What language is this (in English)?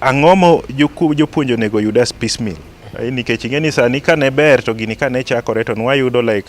Luo (Kenya and Tanzania)